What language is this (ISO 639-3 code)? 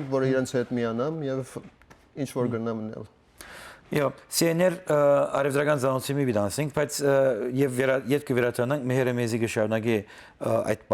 hyw